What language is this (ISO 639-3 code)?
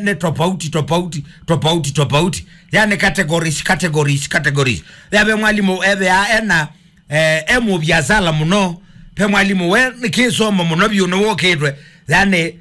kam